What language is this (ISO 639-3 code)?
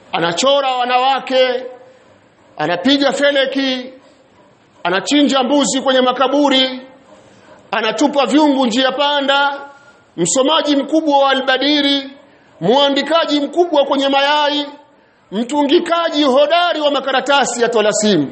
swa